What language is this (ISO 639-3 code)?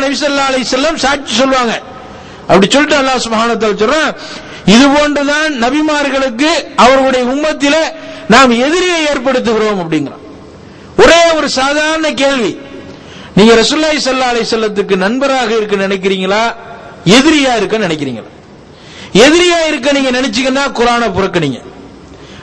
tam